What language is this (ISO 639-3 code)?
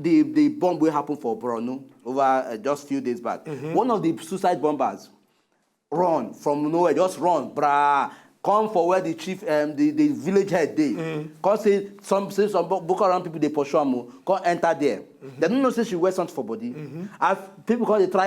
pcm